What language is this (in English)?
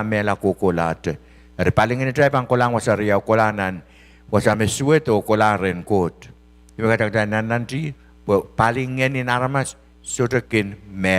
Pohnpeian